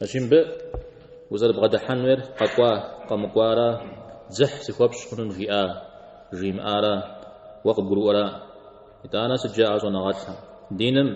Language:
Kabardian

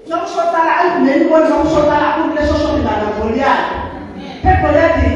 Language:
Tsonga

